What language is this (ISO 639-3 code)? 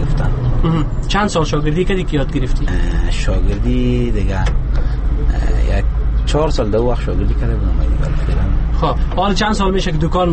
fas